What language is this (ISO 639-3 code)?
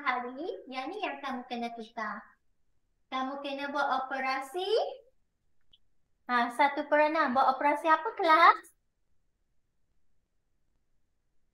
msa